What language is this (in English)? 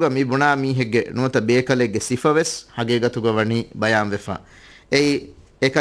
Divehi